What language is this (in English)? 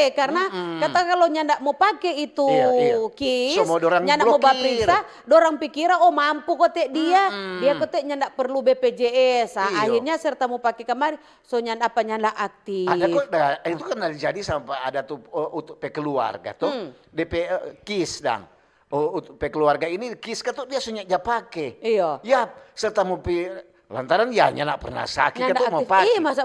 Manado Malay